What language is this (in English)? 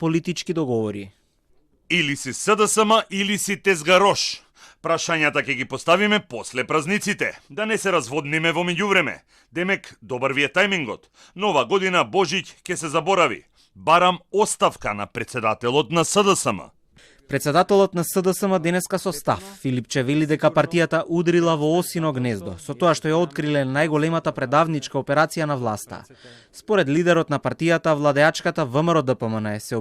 Macedonian